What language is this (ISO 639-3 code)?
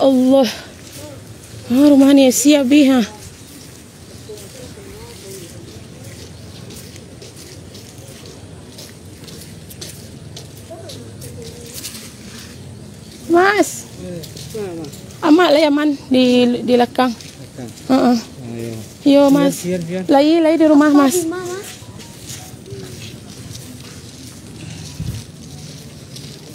min